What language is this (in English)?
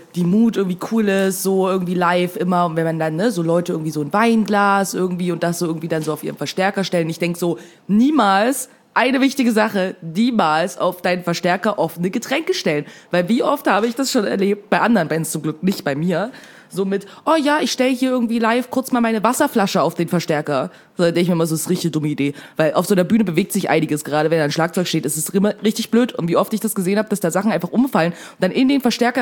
German